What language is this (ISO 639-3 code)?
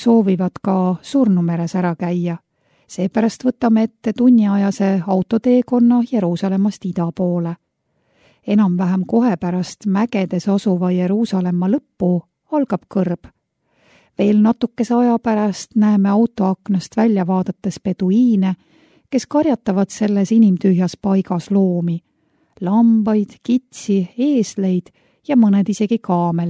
est